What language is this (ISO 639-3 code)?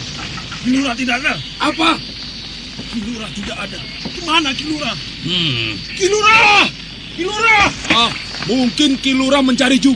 ind